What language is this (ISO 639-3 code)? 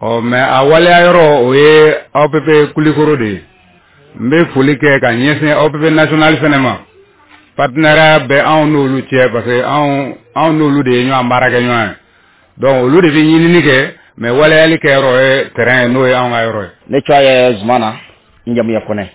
bam